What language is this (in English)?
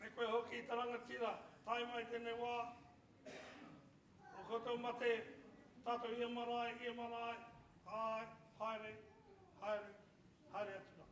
Māori